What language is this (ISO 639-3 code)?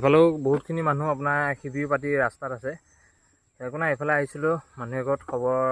asm